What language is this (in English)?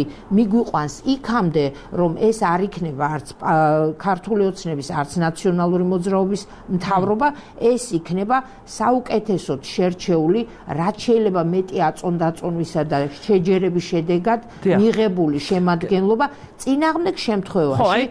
Georgian